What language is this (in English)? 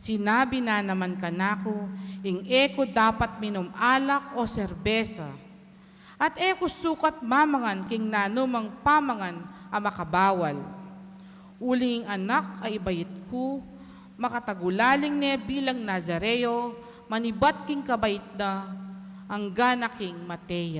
Pampanga